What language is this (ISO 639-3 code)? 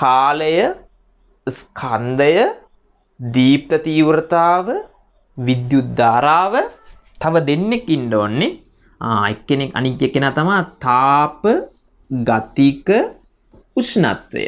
sin